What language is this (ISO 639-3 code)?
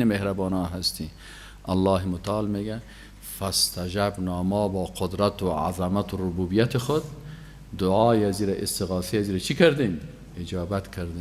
fas